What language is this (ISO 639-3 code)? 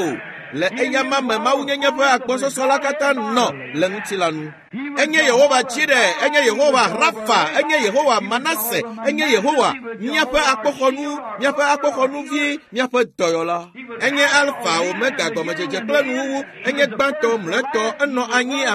ewe